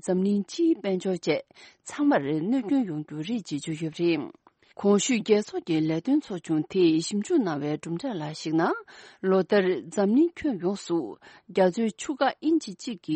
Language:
Tibetan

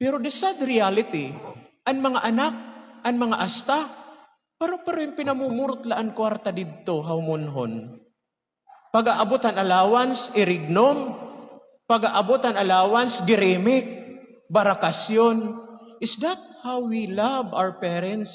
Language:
Waray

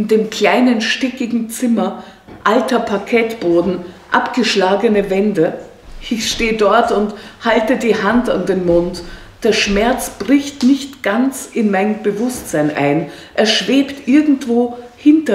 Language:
German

